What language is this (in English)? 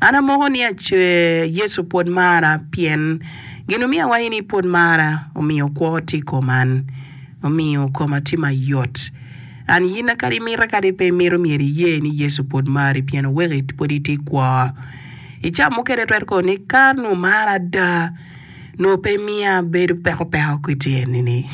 Acoli